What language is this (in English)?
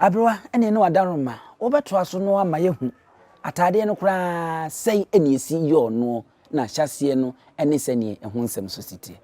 Akan